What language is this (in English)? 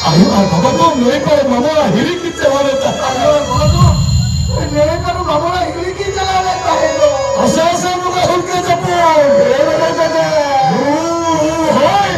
Santali